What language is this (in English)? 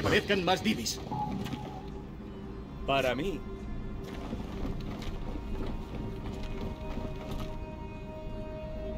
Spanish